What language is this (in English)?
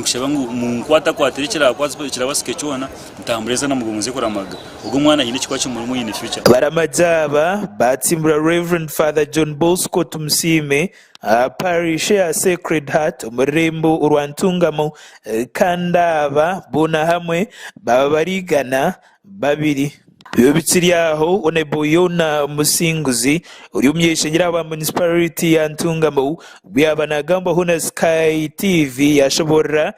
Nyankole